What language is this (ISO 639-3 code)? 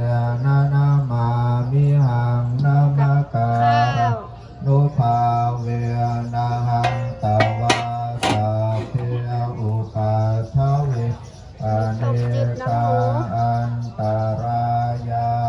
pli